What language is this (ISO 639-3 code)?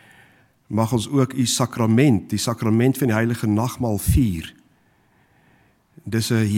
afr